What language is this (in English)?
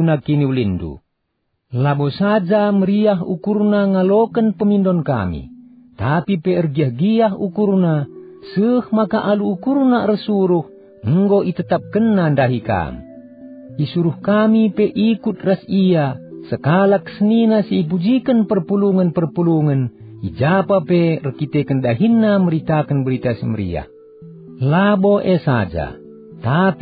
Batak Karo